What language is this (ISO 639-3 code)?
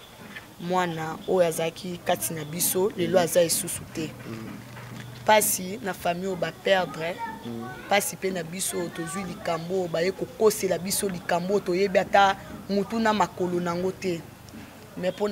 lin